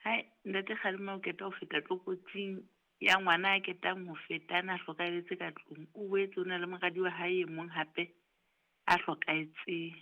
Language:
Southern Sotho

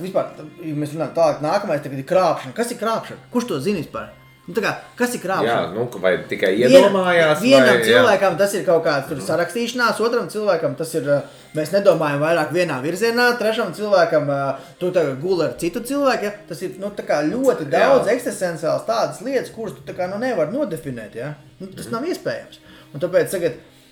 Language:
Latvian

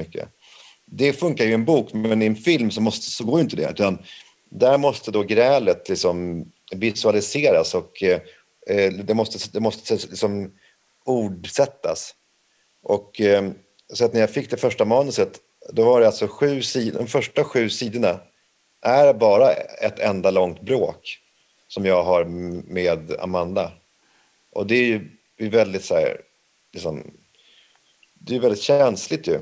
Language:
Swedish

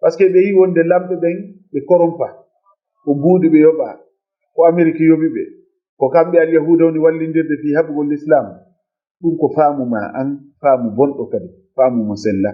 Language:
Fula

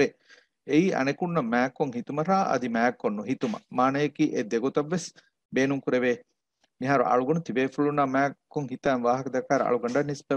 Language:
Divehi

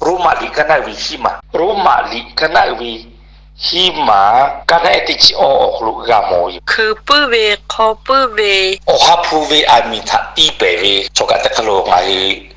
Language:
Lahu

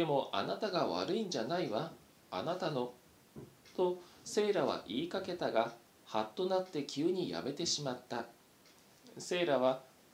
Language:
Japanese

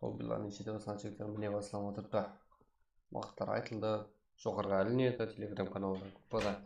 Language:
Kara-Kalpak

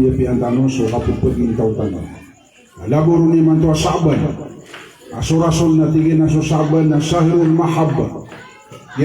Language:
Maranao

